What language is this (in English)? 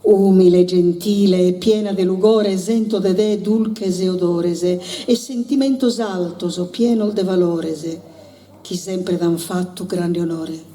Sardinian